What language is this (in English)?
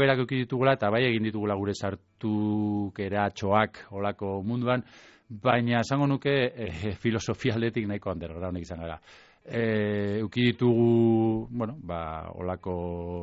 Basque